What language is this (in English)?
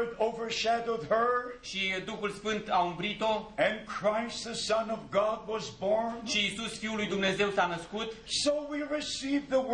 Romanian